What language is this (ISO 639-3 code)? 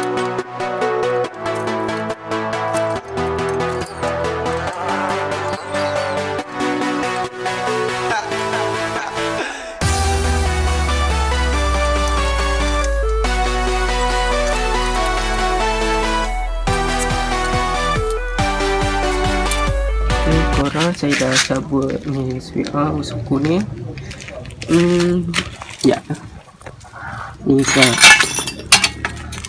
msa